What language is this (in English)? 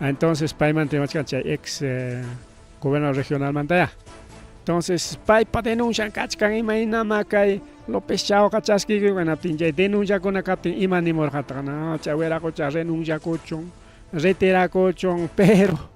Ayacucho Quechua